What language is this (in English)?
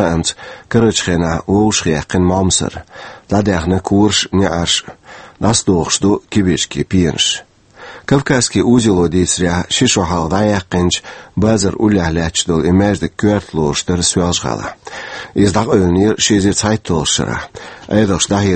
Chechen